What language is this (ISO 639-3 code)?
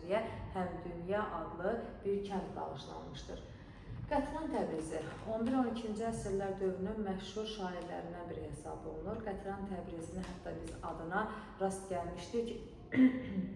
aze